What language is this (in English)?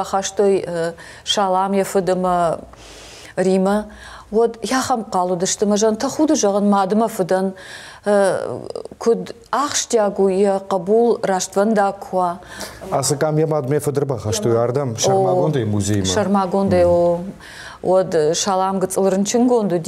Ossetic